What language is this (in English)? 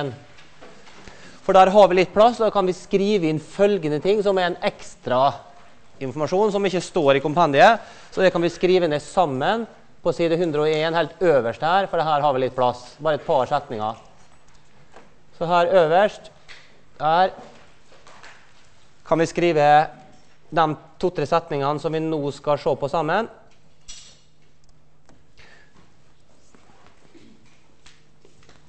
Norwegian